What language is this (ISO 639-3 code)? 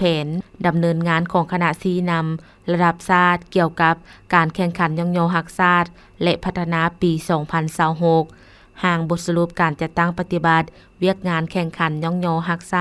lao